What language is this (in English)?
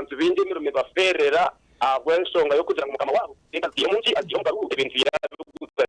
Nyankole